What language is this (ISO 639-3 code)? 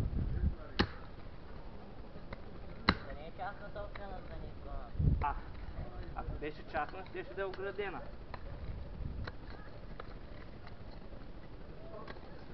bul